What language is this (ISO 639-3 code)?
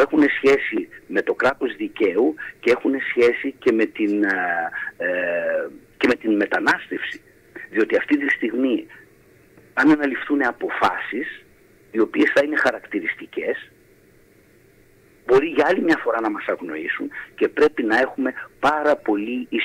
ell